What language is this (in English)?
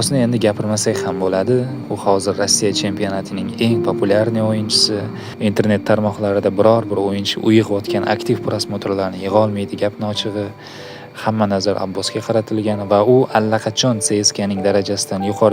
Uzbek